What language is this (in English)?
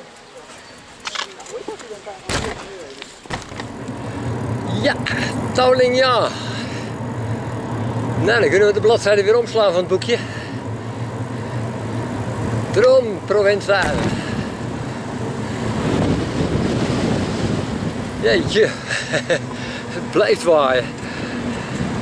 Dutch